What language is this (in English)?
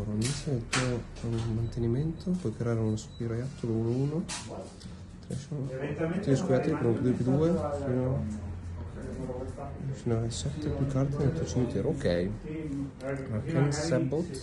Italian